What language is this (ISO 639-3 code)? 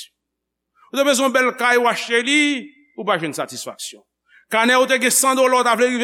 hat